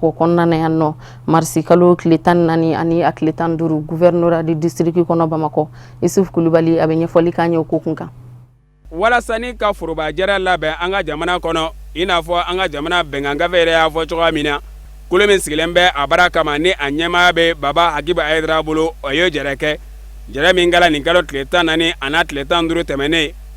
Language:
Bambara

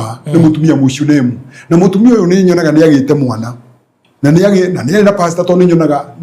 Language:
Kikuyu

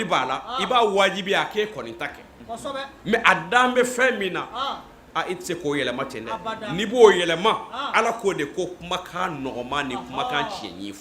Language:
Bambara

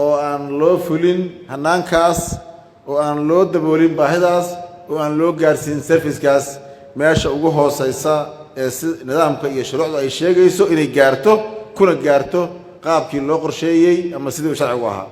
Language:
Somali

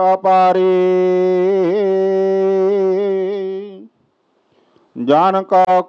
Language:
Punjabi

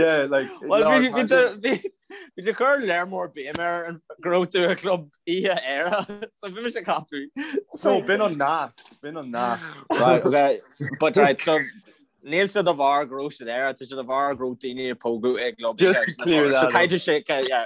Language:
Irish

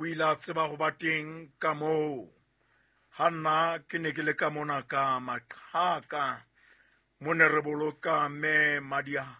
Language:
Southern Sotho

